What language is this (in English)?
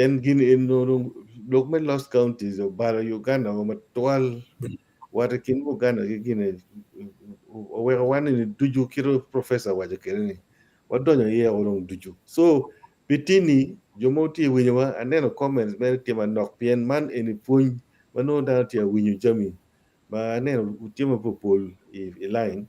Acoli